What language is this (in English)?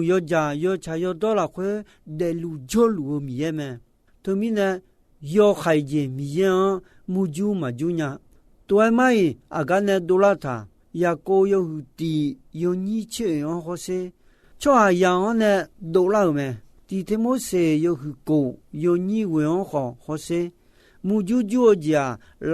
Akha